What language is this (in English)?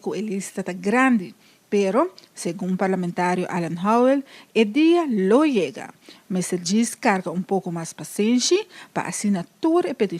Papiamento